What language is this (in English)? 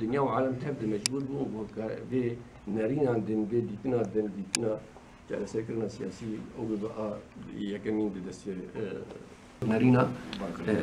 Kurdish